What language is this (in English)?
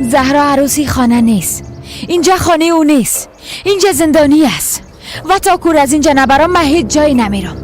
Persian